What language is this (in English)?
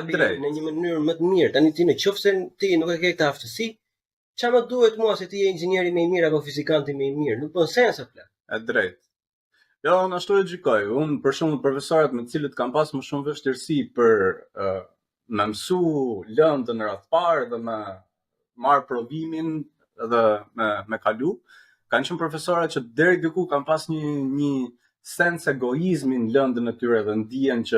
Albanian